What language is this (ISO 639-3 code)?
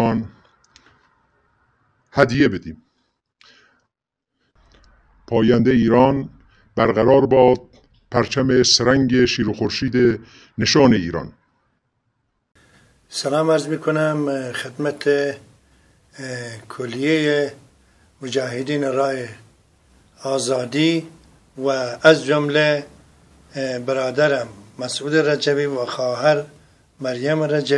fas